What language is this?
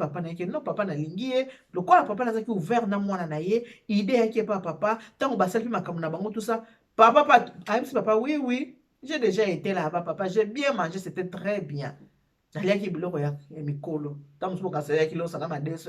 Lingala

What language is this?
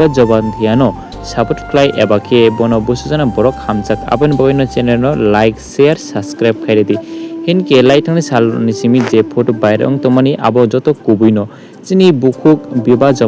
Kok Borok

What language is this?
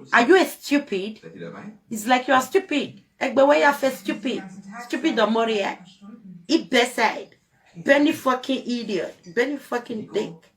Nigerian Pidgin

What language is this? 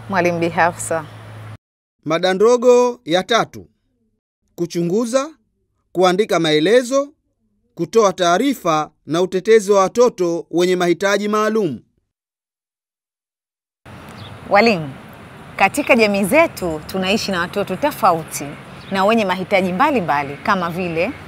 Swahili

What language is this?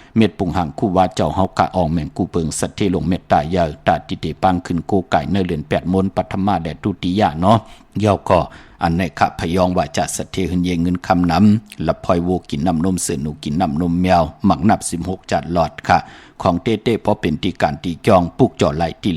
Shan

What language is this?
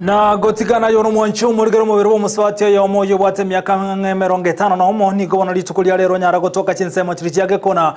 Gusii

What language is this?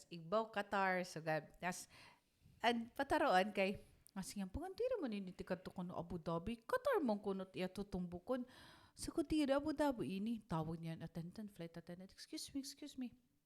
Waray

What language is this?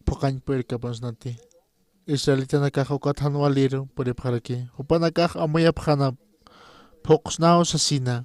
Aymara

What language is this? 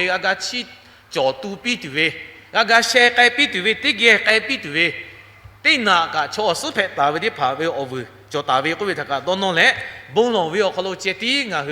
Lahu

